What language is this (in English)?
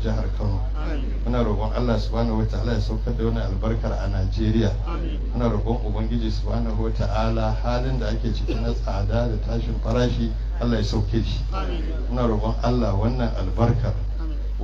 Hausa